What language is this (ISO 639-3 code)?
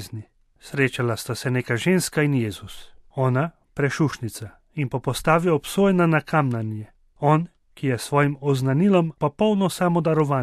slv